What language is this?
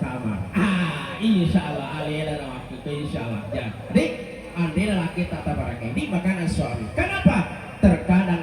Buginese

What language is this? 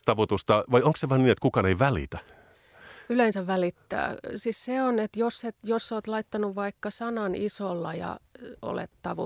Finnish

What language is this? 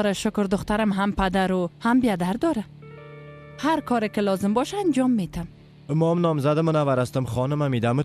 Persian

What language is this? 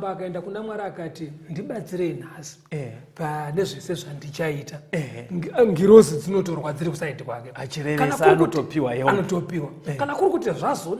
Shona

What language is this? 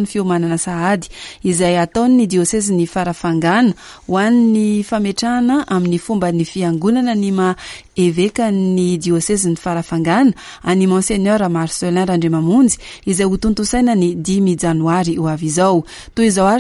Malagasy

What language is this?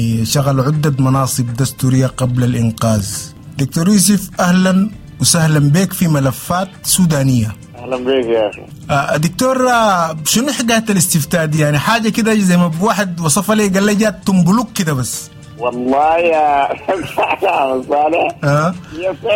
Sudanese Arabic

